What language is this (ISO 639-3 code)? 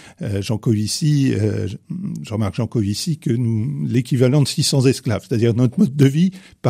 fra